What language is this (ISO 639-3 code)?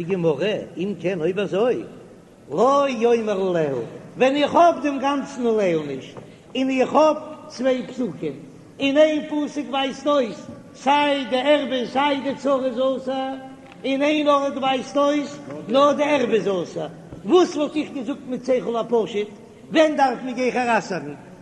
yid